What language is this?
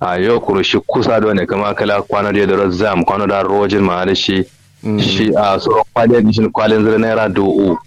Kanuri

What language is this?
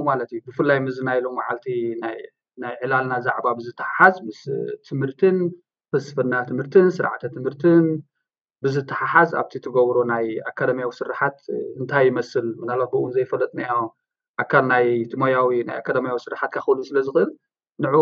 Tigrinya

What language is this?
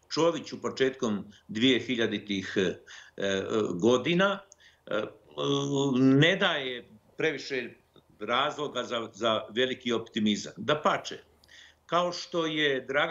Bosnian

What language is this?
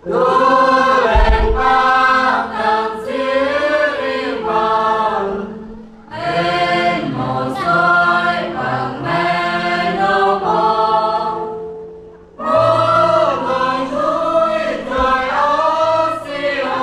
Central Mnong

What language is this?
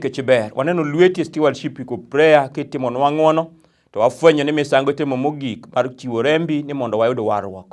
Luo (Kenya and Tanzania)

